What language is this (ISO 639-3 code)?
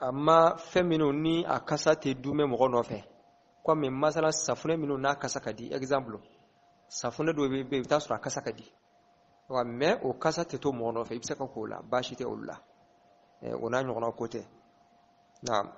bam